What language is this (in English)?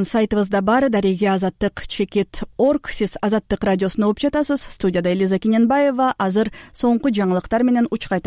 Kyrgyz